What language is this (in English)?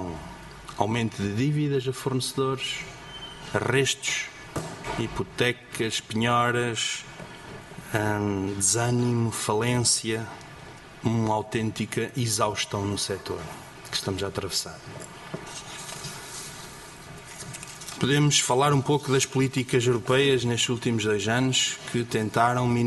Portuguese